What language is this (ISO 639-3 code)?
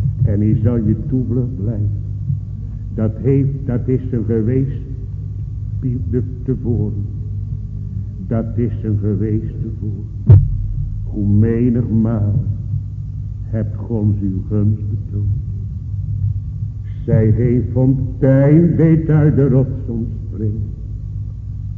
nld